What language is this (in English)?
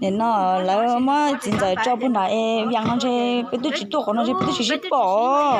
Hmong